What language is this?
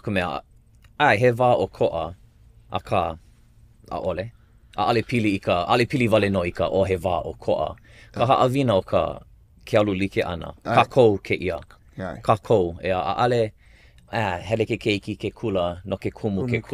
Hawaiian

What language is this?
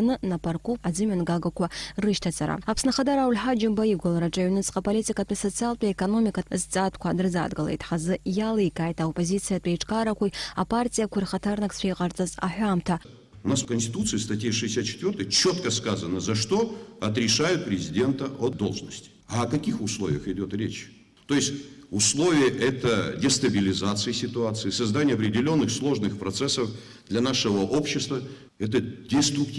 Abkhazian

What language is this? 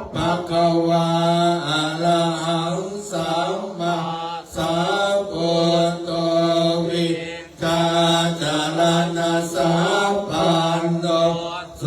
Pali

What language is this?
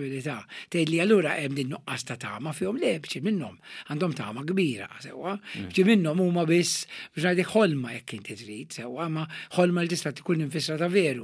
Maltese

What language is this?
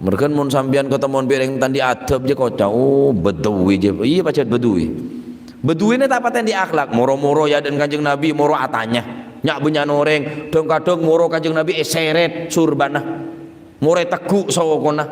Madurese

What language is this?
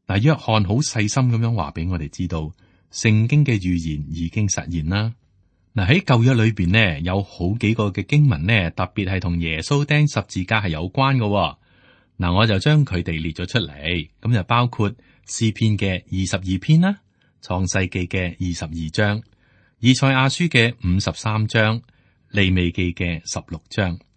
Cantonese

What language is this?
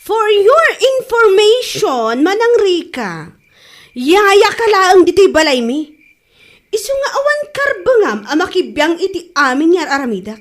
Iloko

